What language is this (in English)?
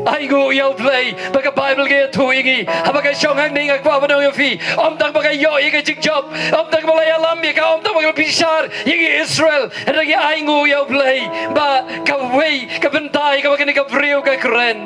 Khasi